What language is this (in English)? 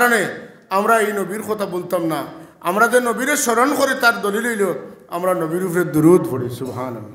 Sylheti